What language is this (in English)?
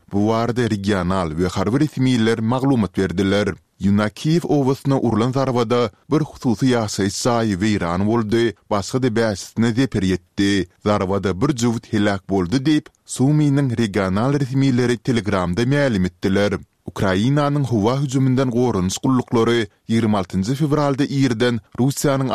Turkmen